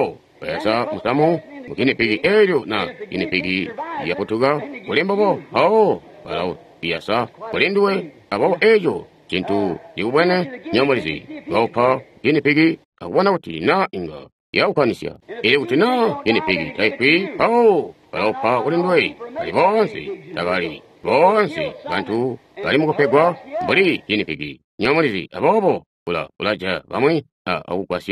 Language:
Tonga (Zambia)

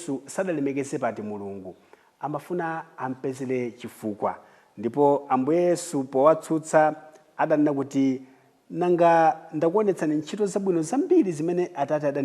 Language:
Nyanja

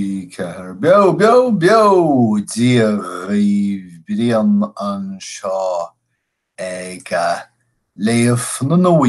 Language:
Irish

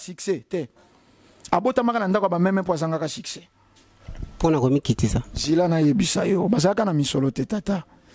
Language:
Lingala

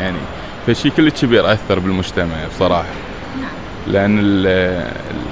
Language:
Mesopotamian Arabic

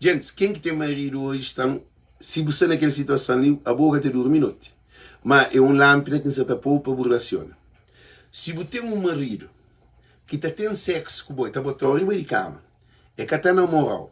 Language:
Kabuverdianu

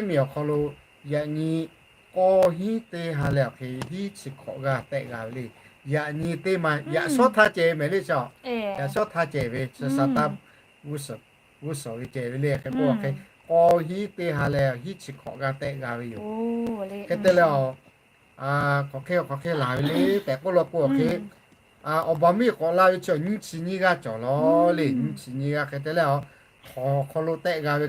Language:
Lahu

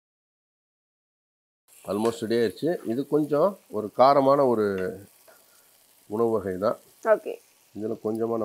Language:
Tamil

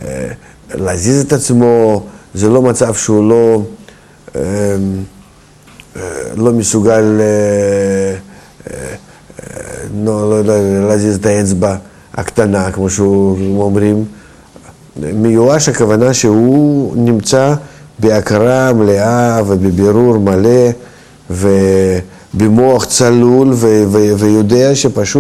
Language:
Hebrew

